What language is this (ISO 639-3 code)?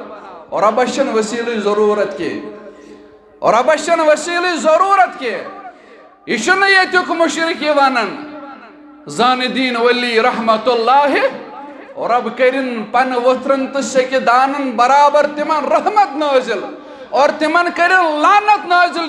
kas